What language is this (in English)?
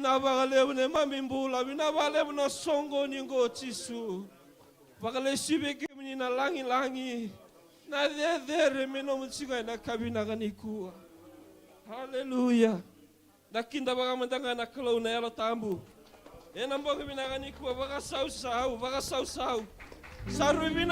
Fijian